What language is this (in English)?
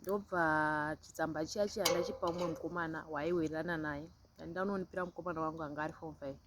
Shona